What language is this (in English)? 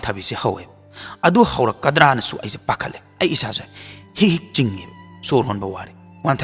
Manipuri